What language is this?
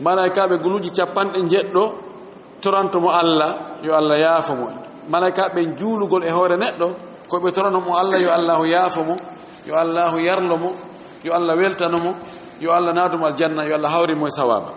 Fula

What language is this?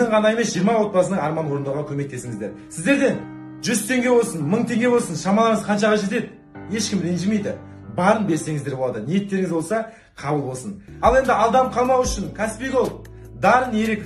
Kazakh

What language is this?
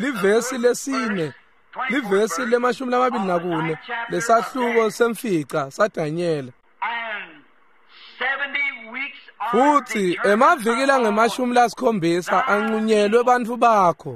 Swati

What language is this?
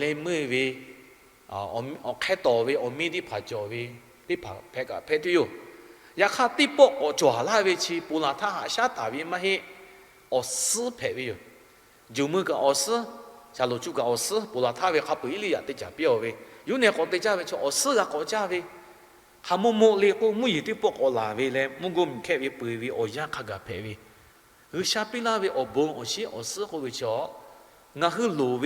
Lahu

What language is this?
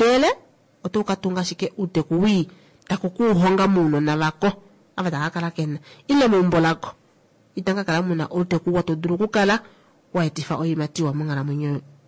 Kuanyama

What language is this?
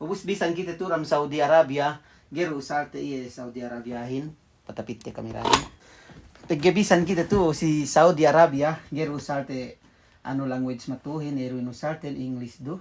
Yakan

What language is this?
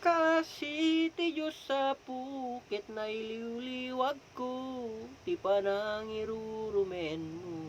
Iloko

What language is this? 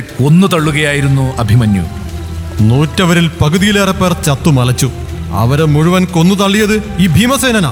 Malayalam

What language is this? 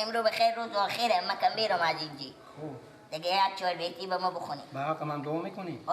Persian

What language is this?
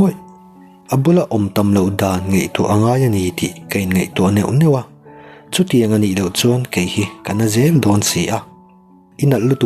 Mizo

